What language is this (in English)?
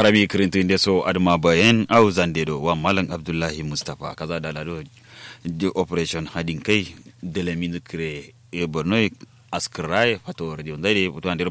Kanuri